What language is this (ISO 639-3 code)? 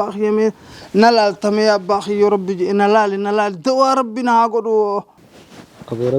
orm